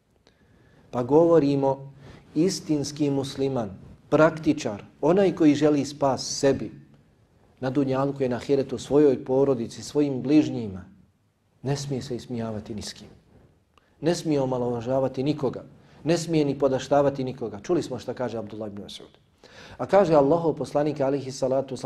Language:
Bosnian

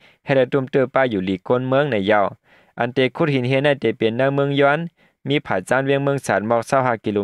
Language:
Shan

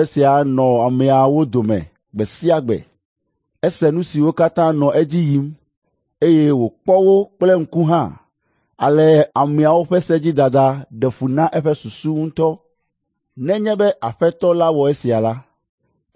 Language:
Ewe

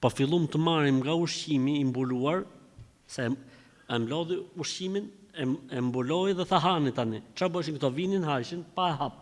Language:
Albanian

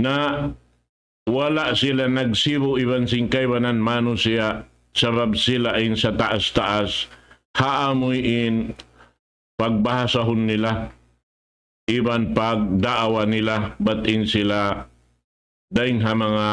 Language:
Tausug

